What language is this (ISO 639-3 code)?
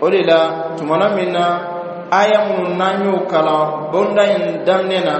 bam